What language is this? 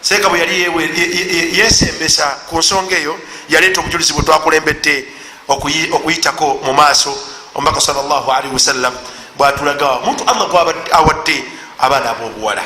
Ganda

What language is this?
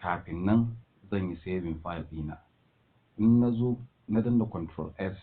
Hausa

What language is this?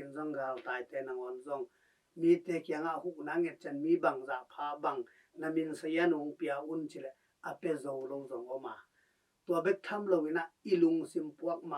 Tedim Chin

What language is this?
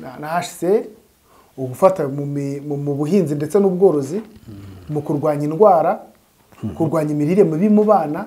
Kinyarwanda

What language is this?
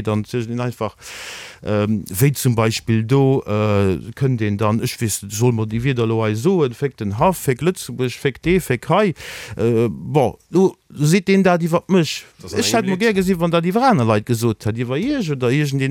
Luxembourgish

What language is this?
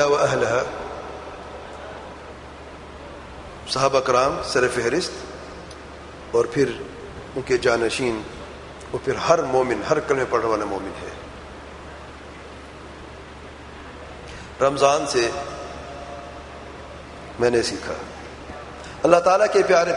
Urdu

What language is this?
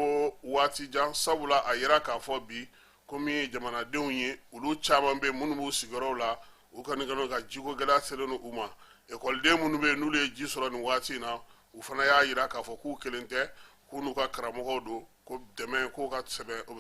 Bambara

